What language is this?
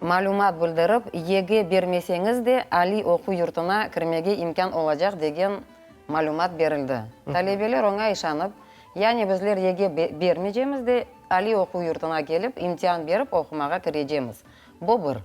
Crimean Tatar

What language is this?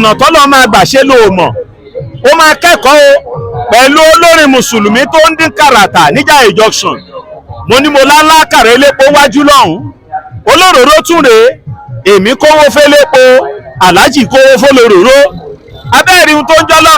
Yoruba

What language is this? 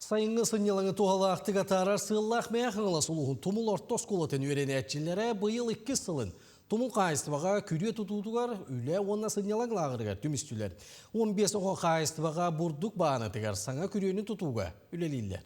Yakut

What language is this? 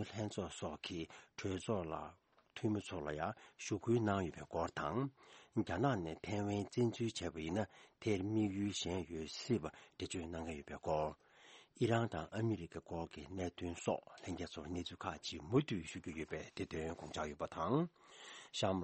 Tibetan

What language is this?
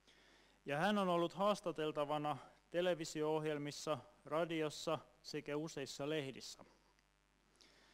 Finnish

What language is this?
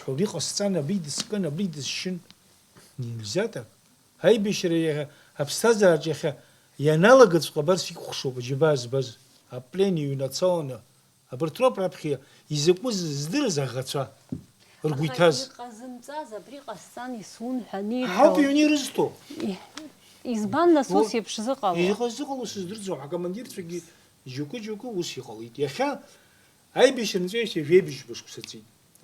Abkhazian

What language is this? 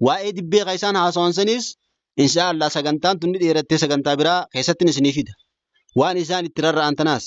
Oromo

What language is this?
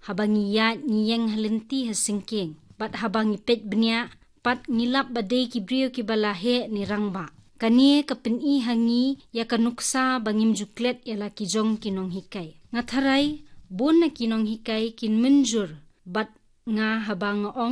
Khasi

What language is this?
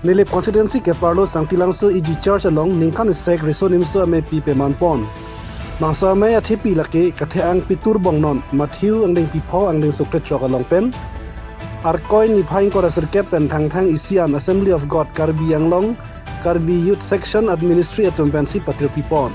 Karbi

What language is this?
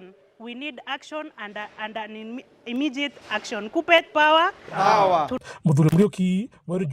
Meru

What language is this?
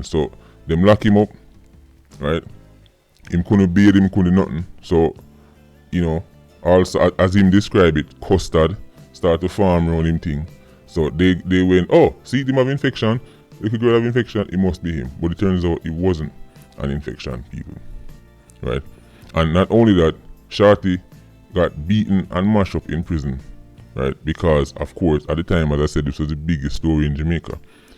Jamaican Creole English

